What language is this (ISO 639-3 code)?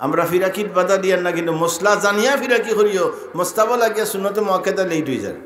syl